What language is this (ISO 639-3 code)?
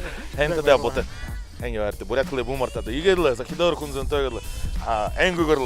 bua